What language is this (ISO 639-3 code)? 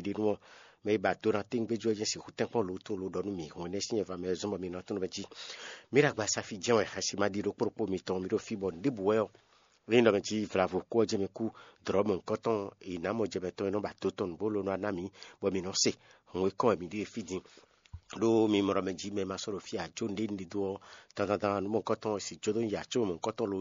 fon